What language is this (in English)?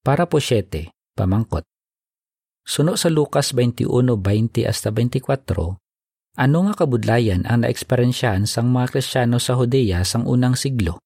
Hiligaynon